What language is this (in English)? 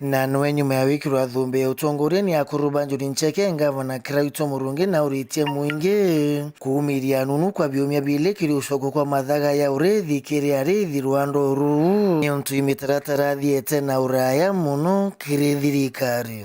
Meru